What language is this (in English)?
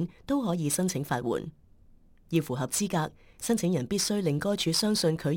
Cantonese